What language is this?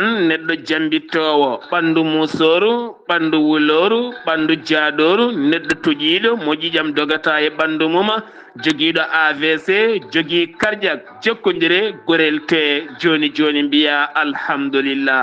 Fula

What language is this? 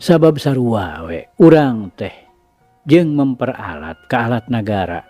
Sundanese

